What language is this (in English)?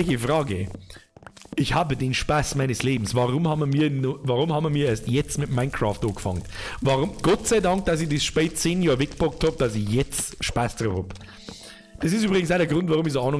Bavarian